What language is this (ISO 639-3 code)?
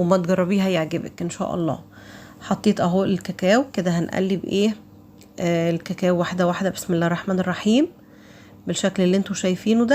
arz